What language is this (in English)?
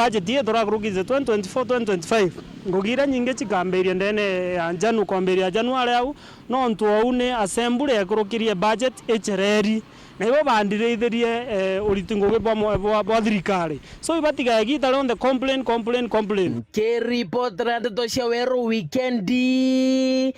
Meru